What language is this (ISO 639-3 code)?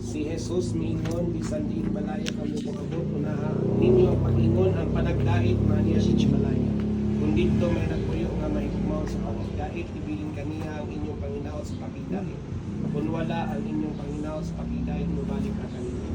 ceb